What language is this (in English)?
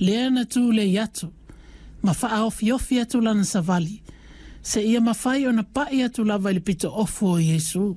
Samoan